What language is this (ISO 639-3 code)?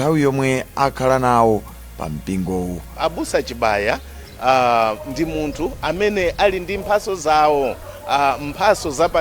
nya